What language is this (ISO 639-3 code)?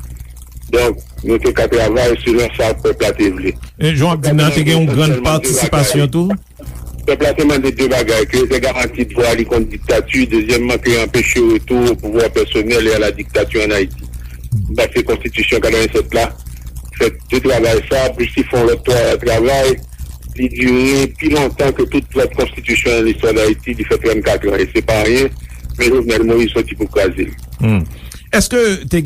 hat